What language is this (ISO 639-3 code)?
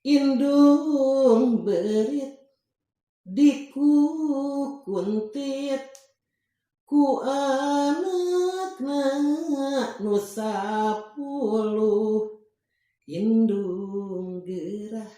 sun